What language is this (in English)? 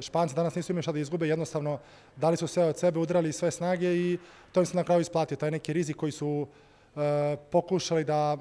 Serbian